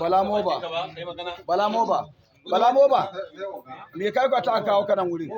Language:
Hausa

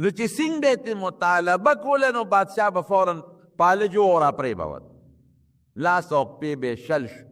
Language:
Pashto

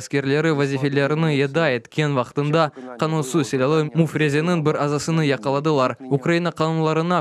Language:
Crimean Tatar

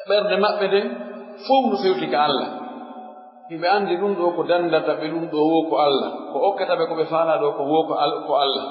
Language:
Pular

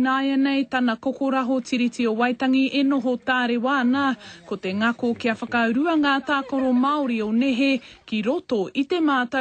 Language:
Māori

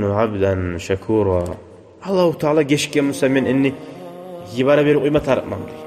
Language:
Kumyk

